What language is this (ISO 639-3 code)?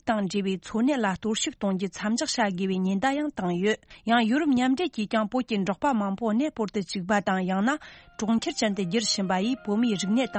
bod